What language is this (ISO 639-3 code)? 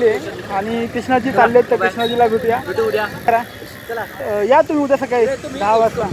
mar